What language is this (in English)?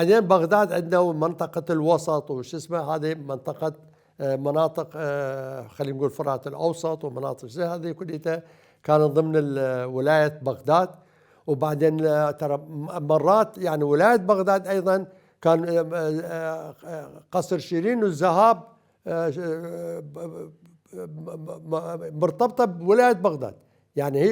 Mesopotamian Arabic